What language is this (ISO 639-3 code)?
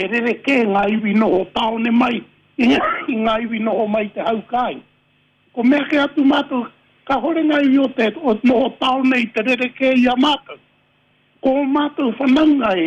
mri